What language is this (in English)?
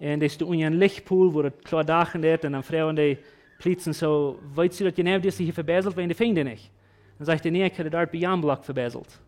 Plautdietsch